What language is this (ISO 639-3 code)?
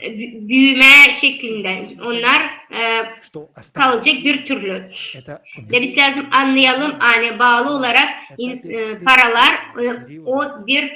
gag